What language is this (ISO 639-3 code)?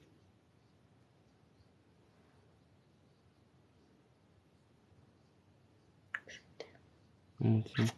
fra